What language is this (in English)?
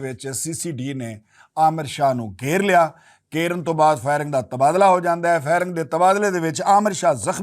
Western Panjabi